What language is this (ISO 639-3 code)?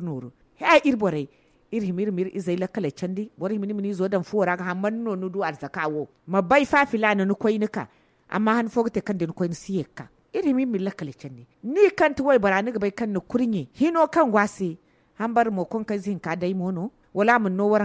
dje